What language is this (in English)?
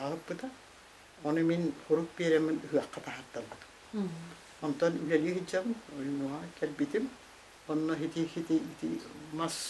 Yakut